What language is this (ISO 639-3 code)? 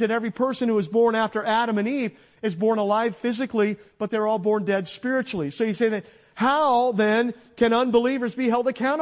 eng